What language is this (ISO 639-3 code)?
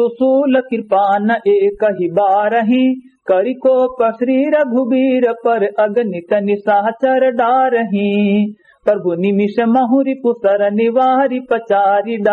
awa